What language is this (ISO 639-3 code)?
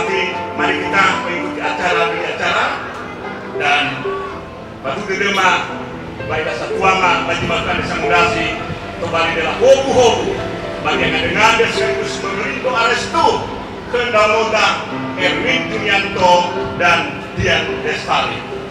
nia